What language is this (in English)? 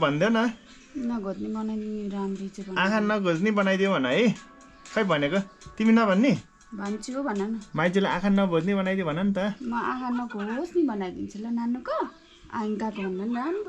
Nepali